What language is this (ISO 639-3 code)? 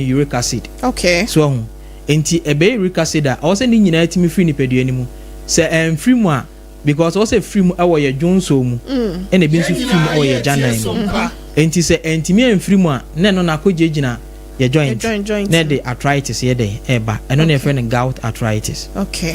aka